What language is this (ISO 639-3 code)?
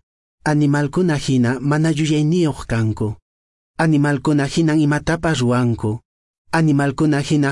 que